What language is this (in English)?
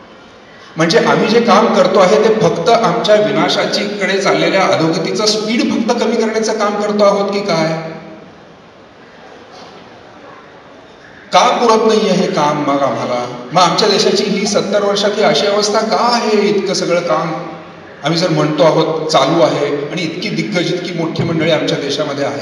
Marathi